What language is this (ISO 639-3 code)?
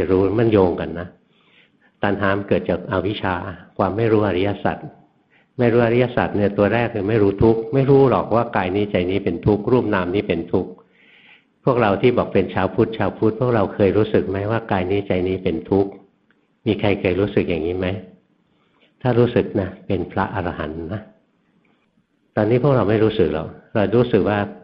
tha